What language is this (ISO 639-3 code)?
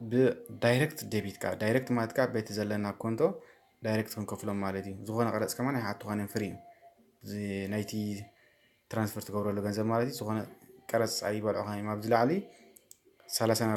tir